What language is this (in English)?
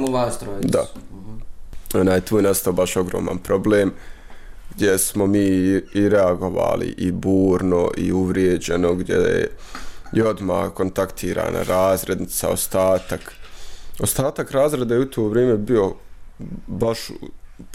Bosnian